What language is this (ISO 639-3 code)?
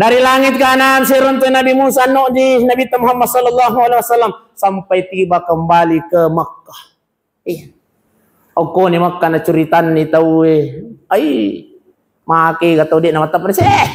bug